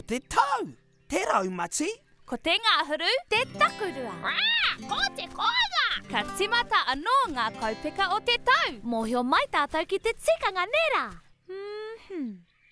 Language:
Māori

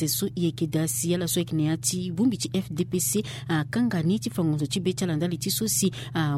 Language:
Sango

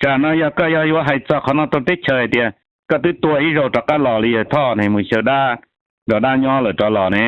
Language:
Hmong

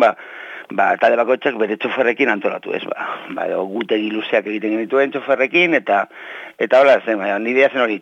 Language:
Basque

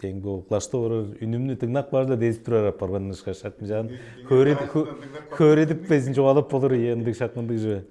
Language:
Tuvinian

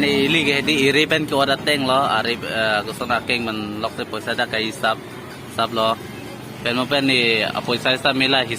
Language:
Karbi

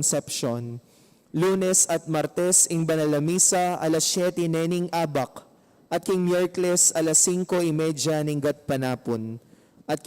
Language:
Pampanga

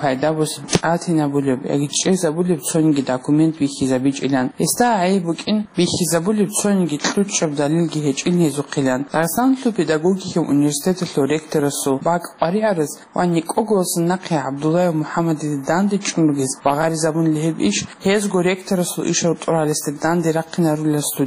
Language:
Avaric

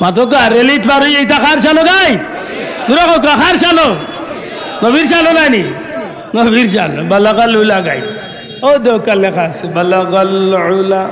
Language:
Sylheti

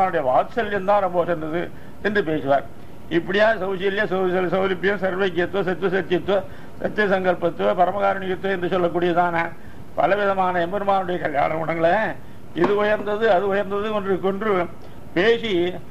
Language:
Tamil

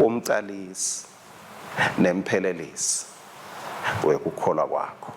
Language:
Swati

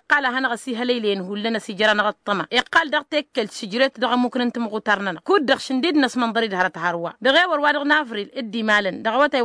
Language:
Tamasheq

